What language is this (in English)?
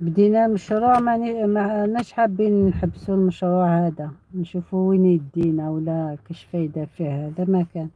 Algerian Arabic